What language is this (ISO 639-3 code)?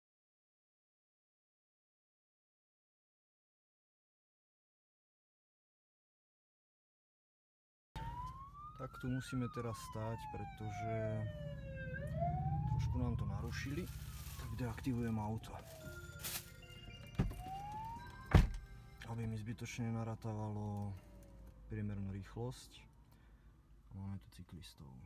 slk